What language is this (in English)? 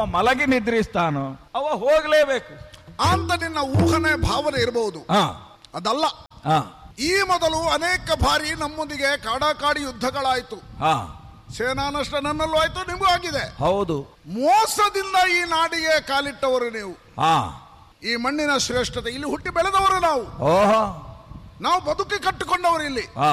Kannada